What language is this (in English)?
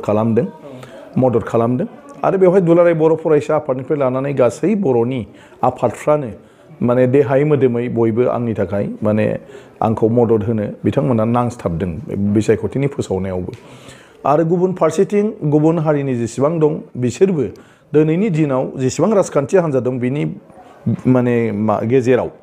Bodo